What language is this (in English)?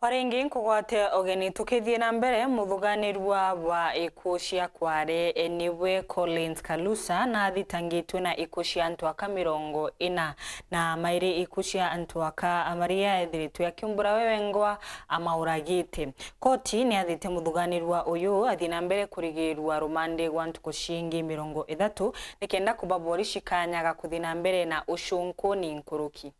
Meru